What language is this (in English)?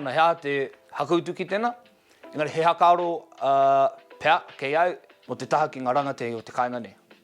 Māori